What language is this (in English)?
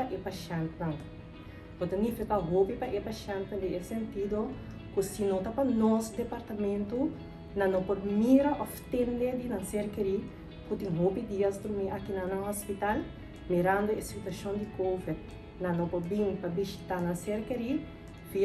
Papiamento